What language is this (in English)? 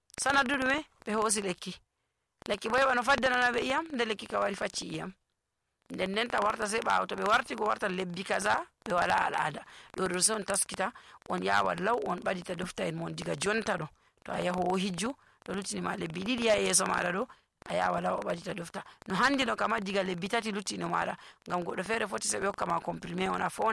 Nigerian Fulfulde